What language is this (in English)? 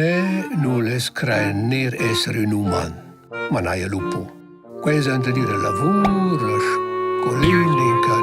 Romansh